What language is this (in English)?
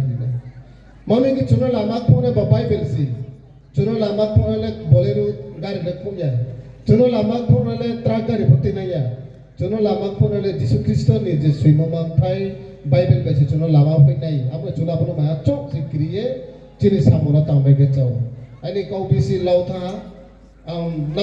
Riang (India)